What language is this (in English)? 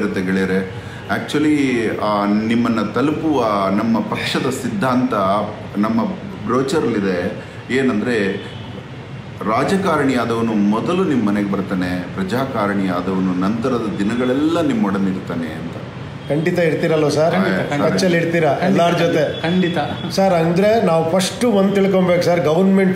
Kannada